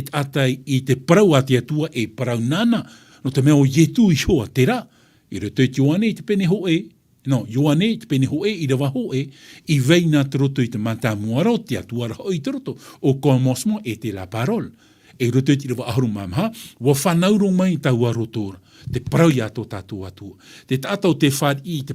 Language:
Tahitian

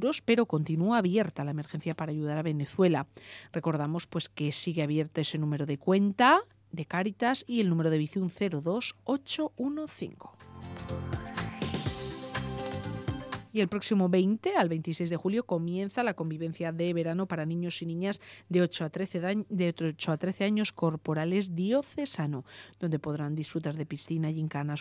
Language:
Spanish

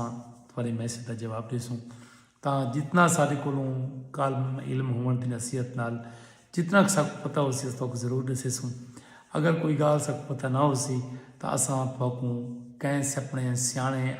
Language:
Saraiki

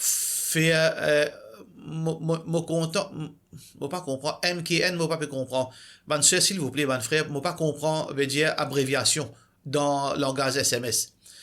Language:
Morisyen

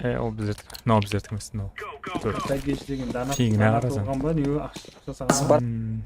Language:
Kara-Kalpak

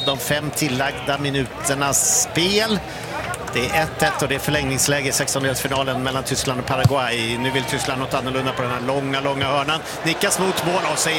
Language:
Swedish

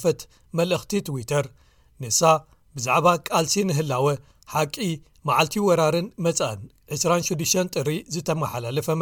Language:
Tigrinya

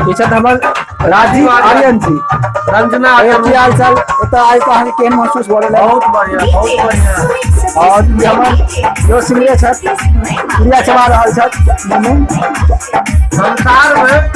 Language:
Maithili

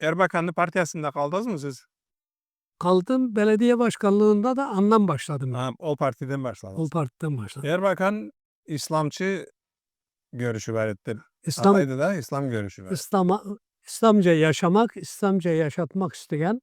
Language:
Karachay-Balkar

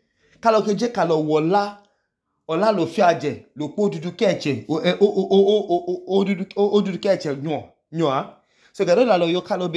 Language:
Idoma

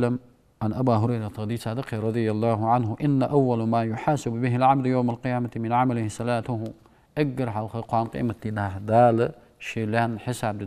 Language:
Ingush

